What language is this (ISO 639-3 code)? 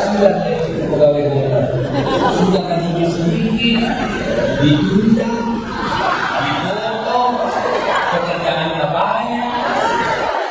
ind